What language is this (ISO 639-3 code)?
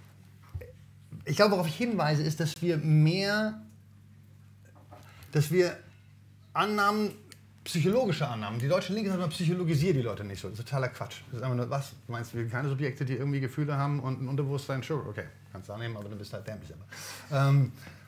deu